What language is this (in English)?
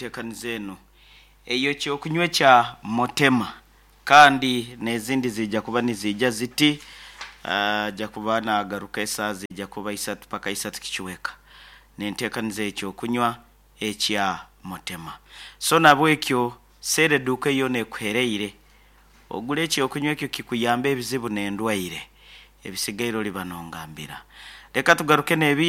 Nyankole